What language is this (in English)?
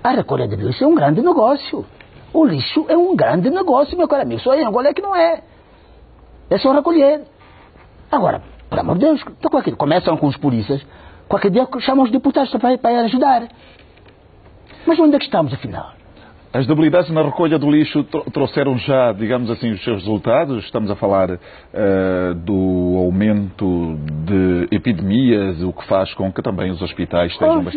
Portuguese